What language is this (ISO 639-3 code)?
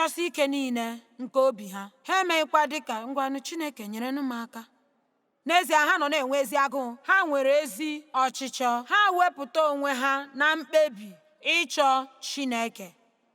ibo